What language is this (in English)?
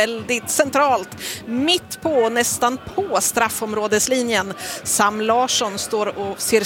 Swedish